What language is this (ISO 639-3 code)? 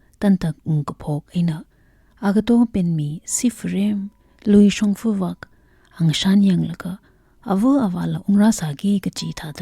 nmf